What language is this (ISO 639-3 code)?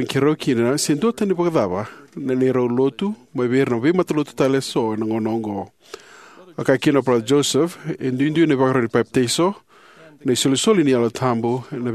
fij